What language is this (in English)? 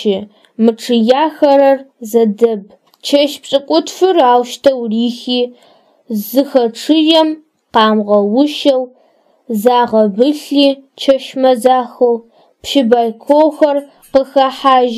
Adyghe